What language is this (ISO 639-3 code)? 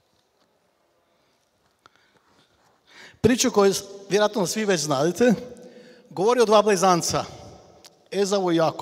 hrv